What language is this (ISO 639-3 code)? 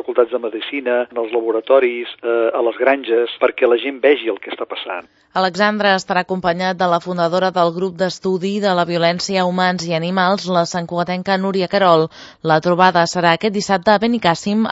cat